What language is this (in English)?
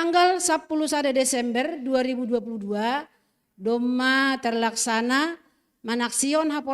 Batak Simalungun